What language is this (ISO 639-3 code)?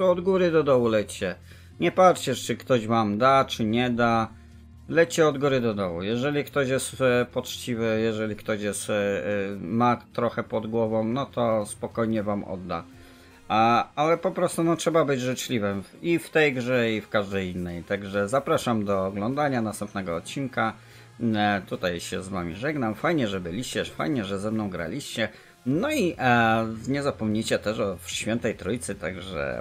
pol